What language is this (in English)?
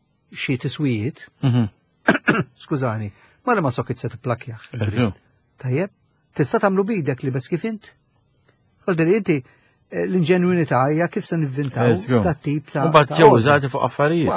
Maltese